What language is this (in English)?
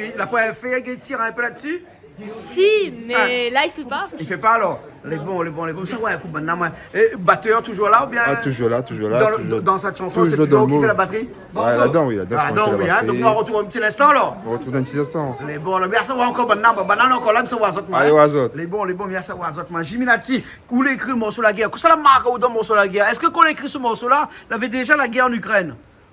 Réunion Creole French